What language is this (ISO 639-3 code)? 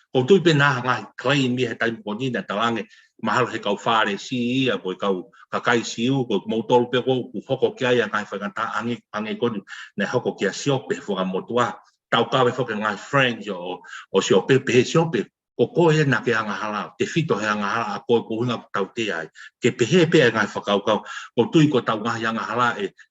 ton